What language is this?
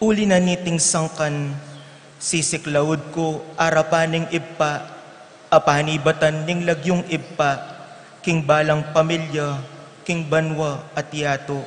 Pampanga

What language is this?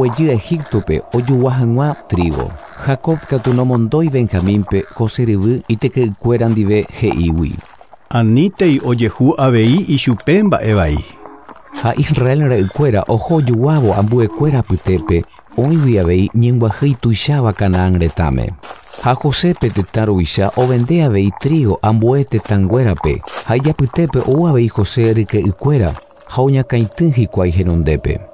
Guarani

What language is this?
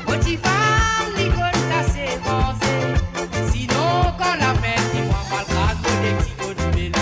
Morisyen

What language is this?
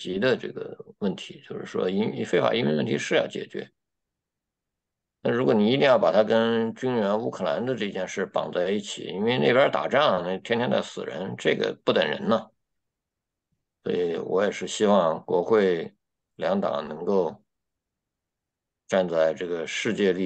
Chinese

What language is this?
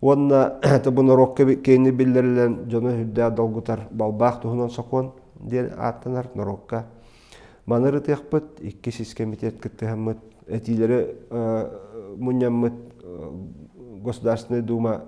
Yakut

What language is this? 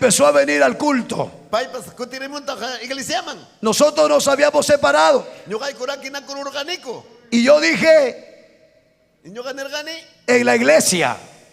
Ayacucho Quechua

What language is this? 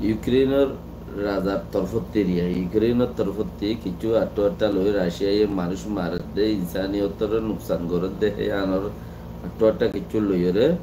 Rohingya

